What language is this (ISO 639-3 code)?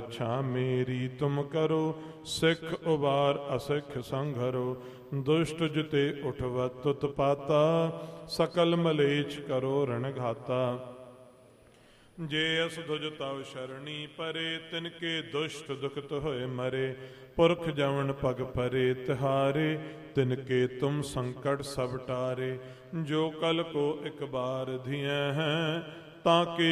pan